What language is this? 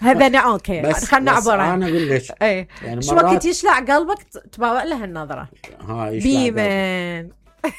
Mesopotamian Arabic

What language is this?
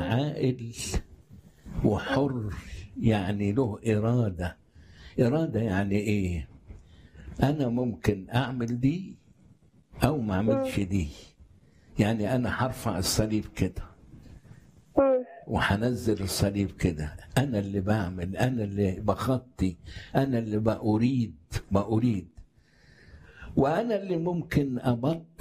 Egyptian Arabic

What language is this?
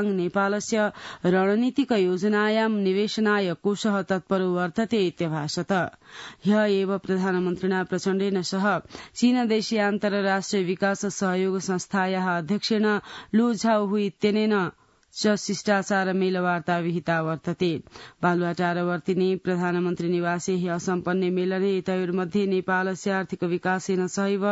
Sanskrit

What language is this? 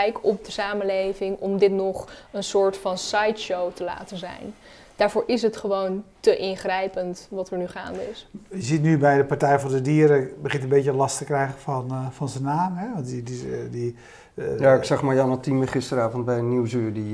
Dutch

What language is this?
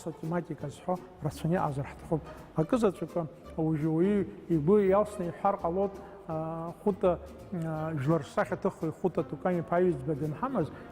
Abkhazian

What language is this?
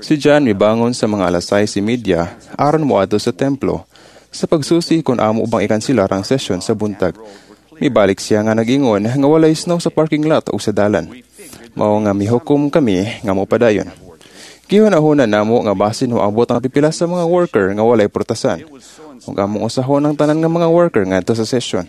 Cebuano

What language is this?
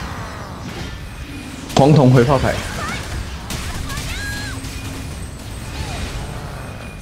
Chinese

